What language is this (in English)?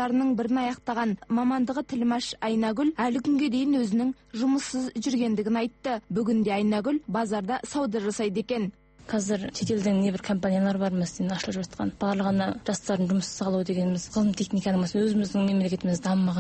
Kazakh